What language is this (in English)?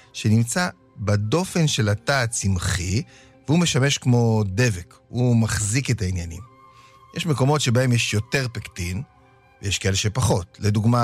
Hebrew